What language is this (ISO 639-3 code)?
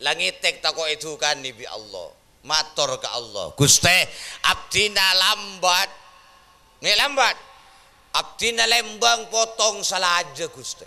mad